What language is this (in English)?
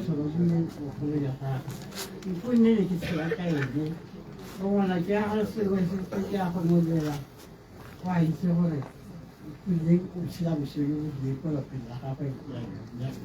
Tswana